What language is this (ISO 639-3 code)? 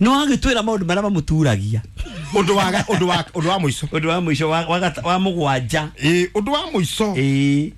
kik